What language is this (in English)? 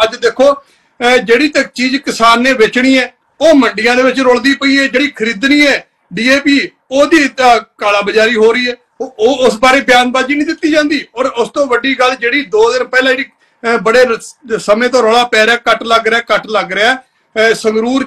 Punjabi